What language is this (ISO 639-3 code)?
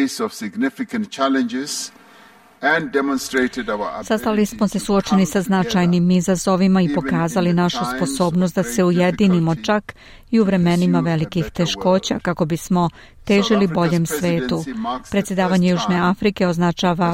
srp